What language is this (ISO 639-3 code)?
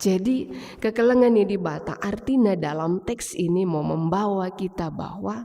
btx